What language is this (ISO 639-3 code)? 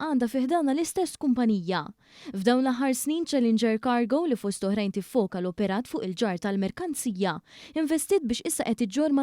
mlt